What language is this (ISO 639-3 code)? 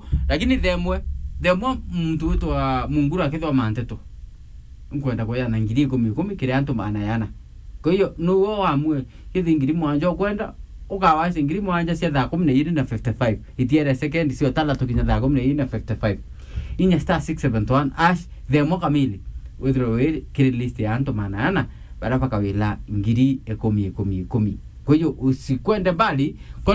mer